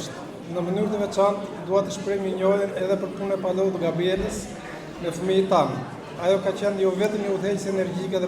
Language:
Albanian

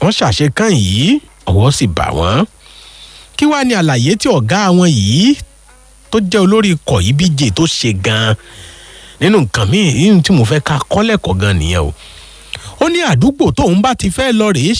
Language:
Yoruba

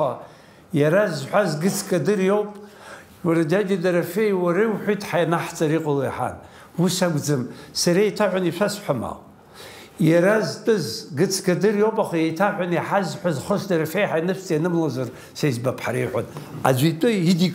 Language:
Abkhazian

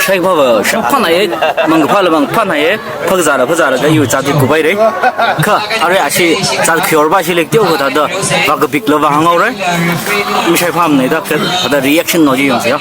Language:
Tangkhul Naga (India)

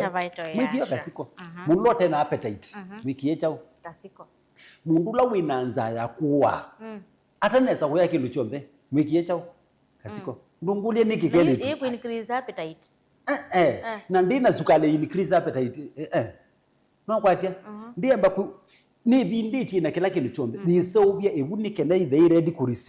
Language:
Kamba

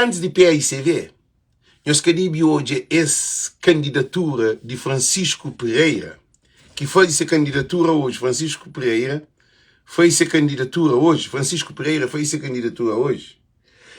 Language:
Kabuverdianu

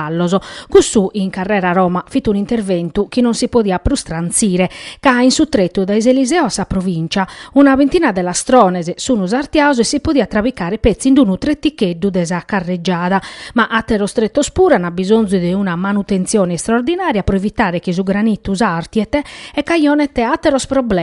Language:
Sardinian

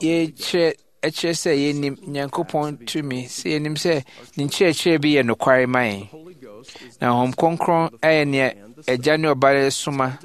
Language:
Akan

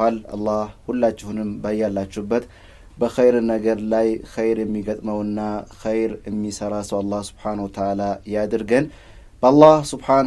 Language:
Amharic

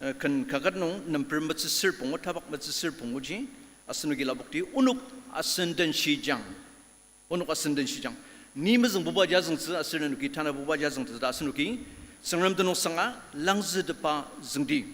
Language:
Ao Naga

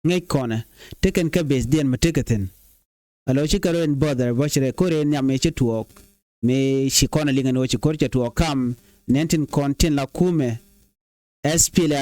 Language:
Nuer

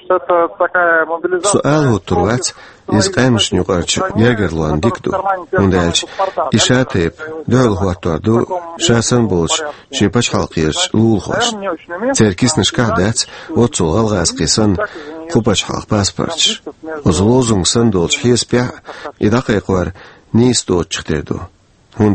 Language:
Chechen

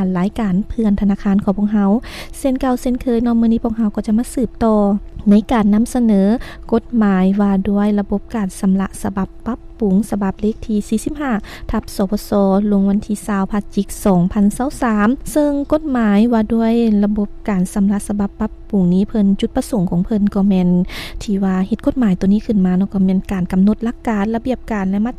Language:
Lao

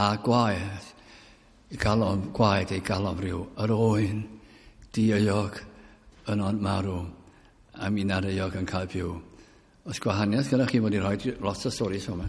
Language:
Welsh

